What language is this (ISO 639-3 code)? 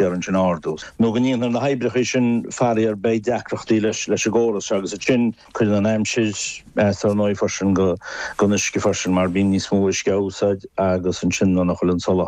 gle